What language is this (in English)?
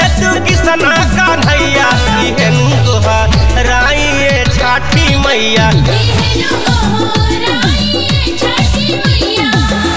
Bhojpuri